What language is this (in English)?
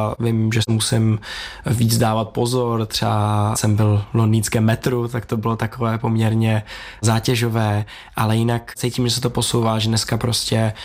Czech